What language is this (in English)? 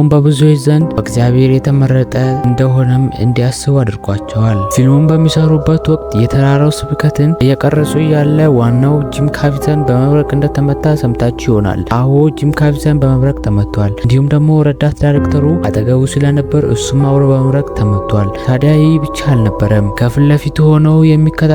Amharic